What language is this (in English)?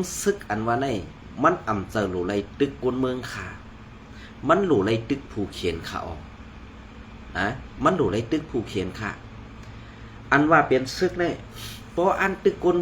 Shan